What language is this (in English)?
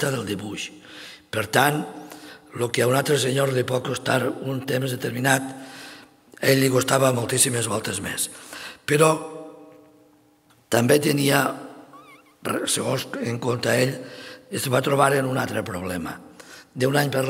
Catalan